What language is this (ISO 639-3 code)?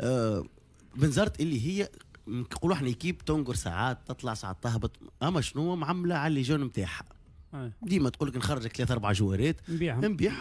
aeb